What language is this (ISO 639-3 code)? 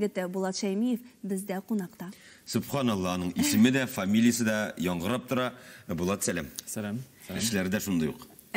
tat